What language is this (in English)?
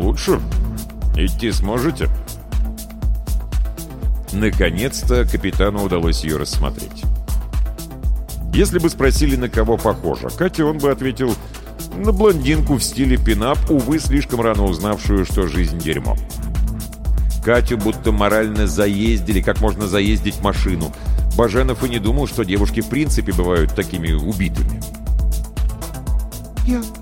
Russian